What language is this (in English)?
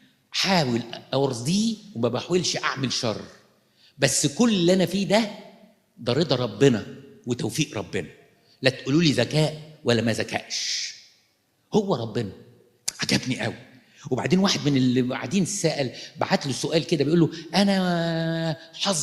Egyptian Arabic